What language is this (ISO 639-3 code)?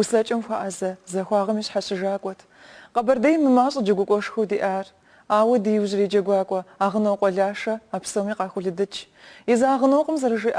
kbd